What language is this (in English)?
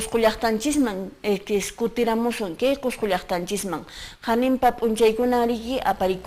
Quechua